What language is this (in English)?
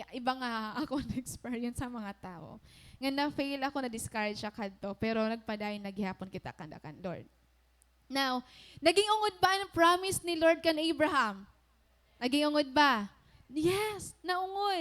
Waray